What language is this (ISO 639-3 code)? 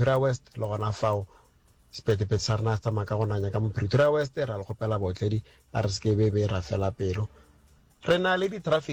nso